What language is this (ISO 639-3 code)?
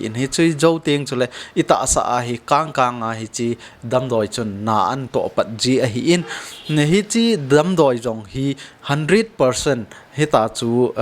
tcz